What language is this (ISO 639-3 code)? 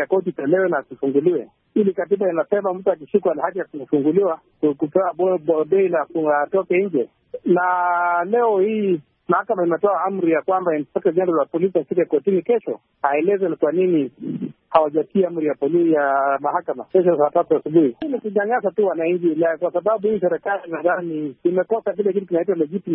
swa